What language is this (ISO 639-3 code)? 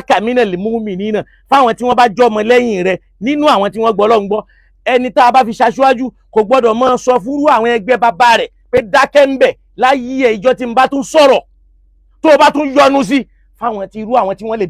yor